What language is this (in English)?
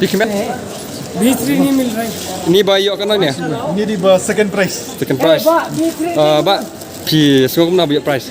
Khasi